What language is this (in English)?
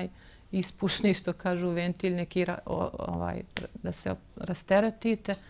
Bosnian